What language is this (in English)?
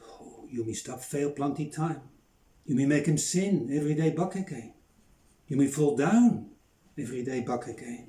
Bislama